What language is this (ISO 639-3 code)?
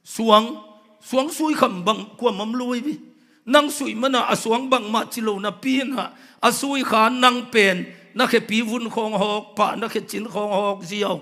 ctd